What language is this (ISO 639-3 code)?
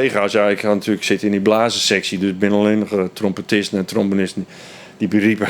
fry